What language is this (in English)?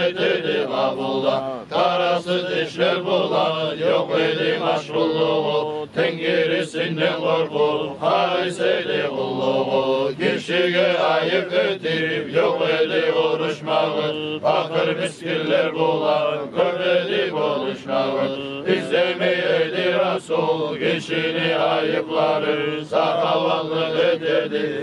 Kumyk